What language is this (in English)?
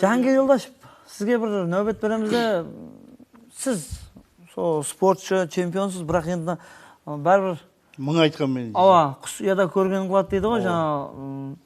Kara-Kalpak